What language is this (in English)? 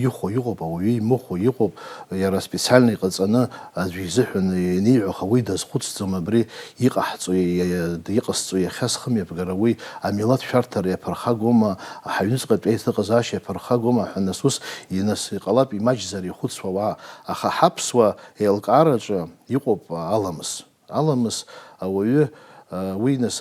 Abkhazian